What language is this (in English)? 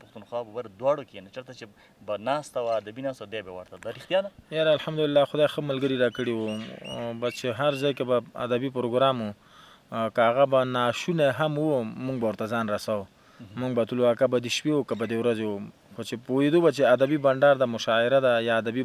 Pashto